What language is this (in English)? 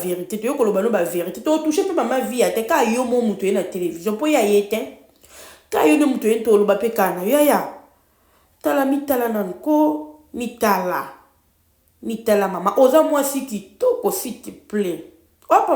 Lingala